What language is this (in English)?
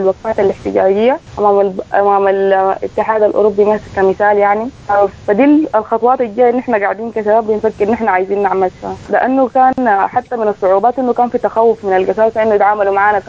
Sudanese Arabic